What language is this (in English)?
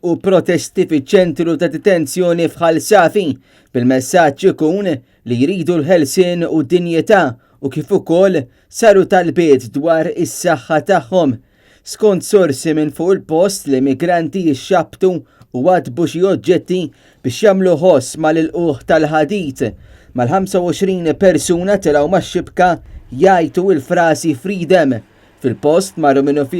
Maltese